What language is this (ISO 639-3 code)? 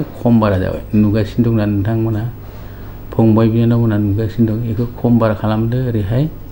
brx